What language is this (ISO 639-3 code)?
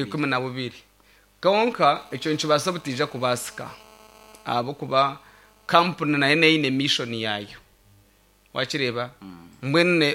nyn